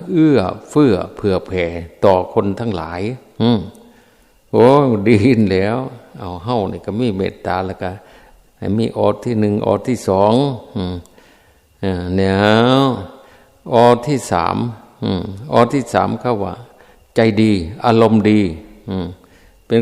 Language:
Northeastern Thai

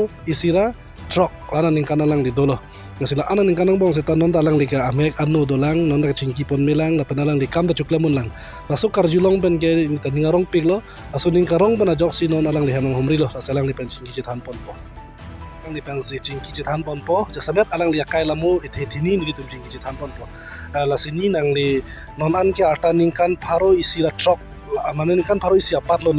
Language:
Karbi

